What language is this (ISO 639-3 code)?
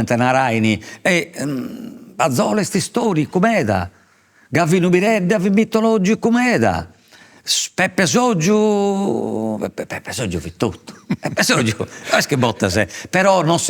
srd